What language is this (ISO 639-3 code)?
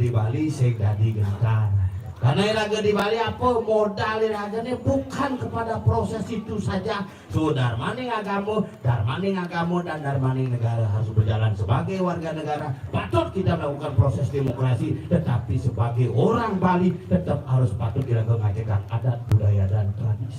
ban